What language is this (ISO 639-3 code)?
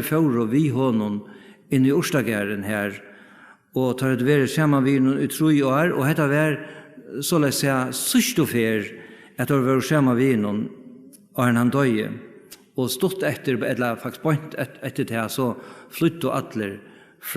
fao